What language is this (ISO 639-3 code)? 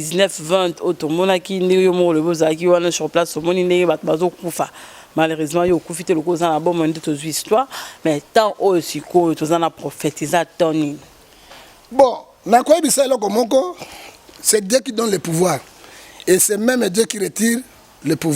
lin